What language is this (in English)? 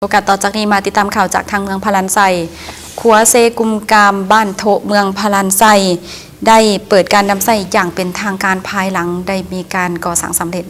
Lao